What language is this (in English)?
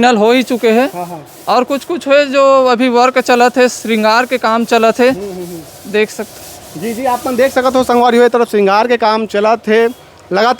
Chhattisgarhi